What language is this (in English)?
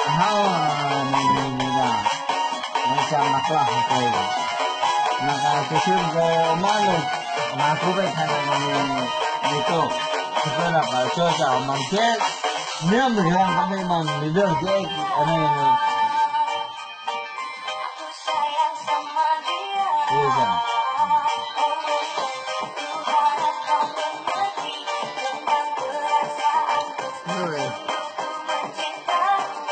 Vietnamese